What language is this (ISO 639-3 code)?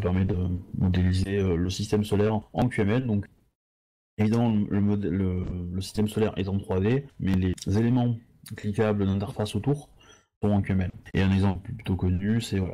fra